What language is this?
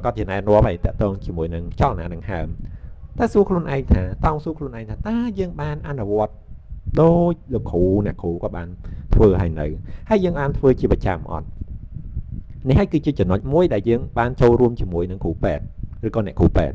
Khmer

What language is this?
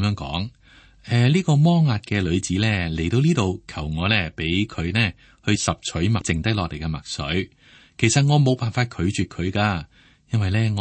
Cantonese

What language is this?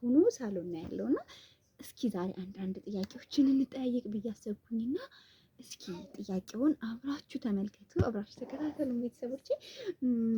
Amharic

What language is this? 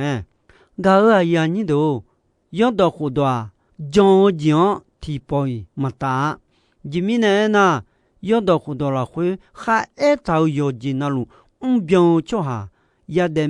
Akha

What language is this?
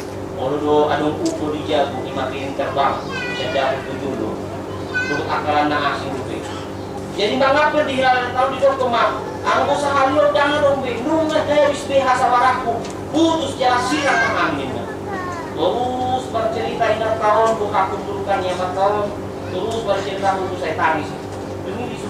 Batak Toba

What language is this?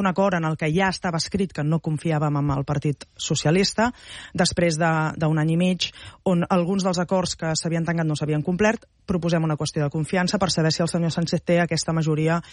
Catalan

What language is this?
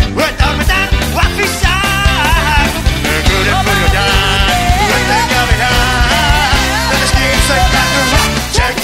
Basque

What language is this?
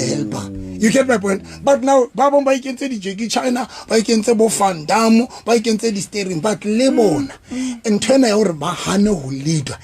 Southern Sotho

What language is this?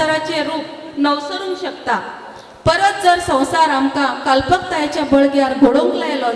Konkani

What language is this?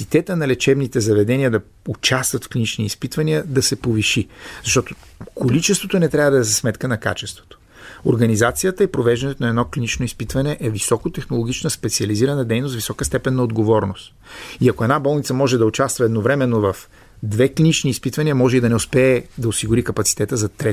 Bulgarian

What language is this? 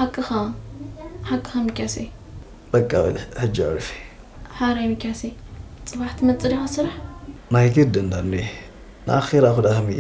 Tigrinya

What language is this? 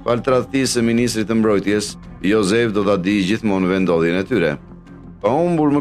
Albanian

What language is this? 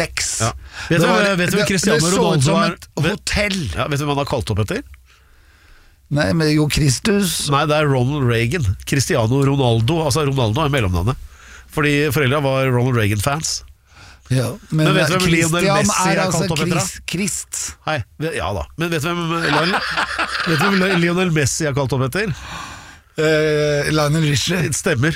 Norwegian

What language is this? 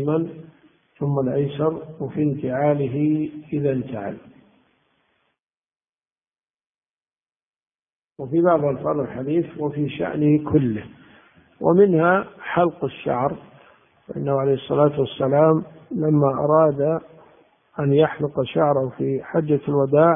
Arabic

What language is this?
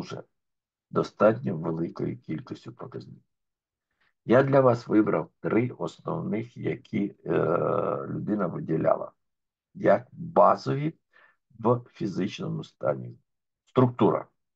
Ukrainian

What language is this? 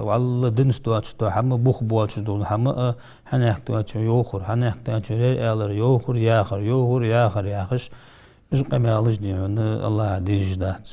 Ingush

